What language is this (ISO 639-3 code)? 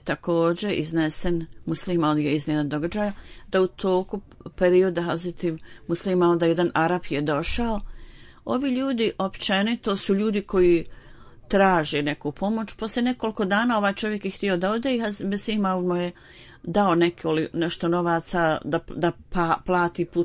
bos